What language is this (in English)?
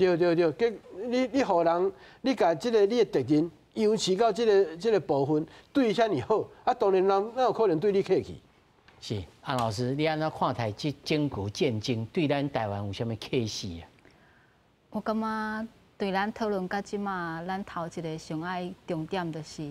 Min Nan Chinese